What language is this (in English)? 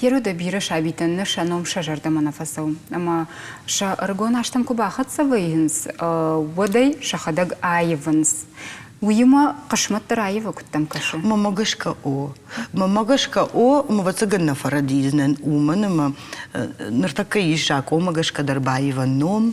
Ossetic